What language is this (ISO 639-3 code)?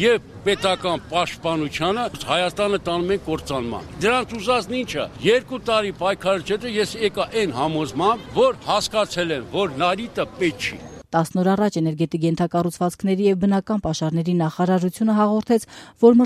hye